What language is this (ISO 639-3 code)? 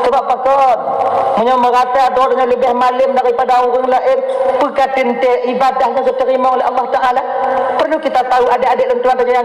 ace